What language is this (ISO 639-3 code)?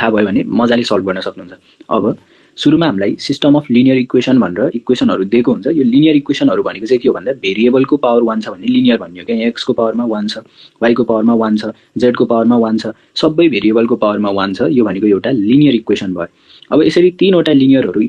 nep